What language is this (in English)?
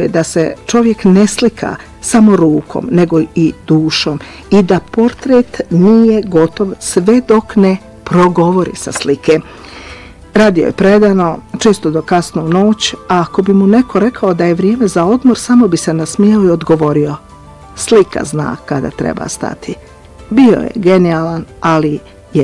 Bosnian